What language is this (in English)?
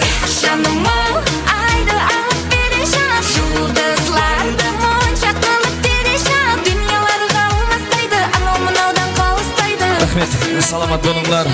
Kara-Kalpak